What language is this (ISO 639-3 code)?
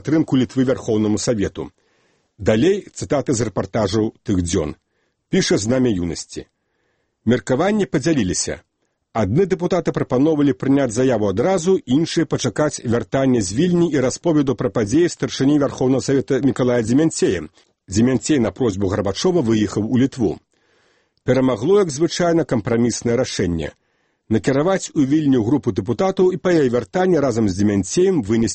bel